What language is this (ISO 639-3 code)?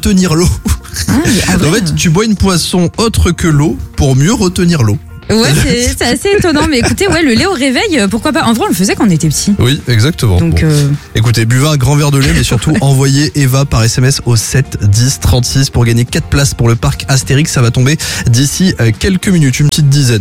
fra